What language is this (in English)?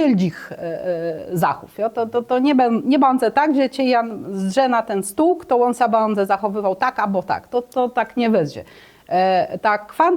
Kashubian